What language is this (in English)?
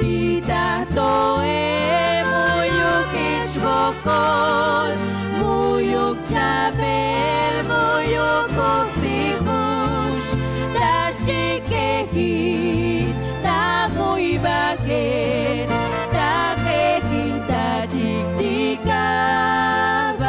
Tzotzil